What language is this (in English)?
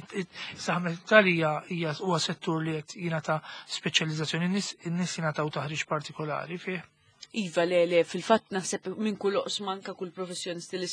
Maltese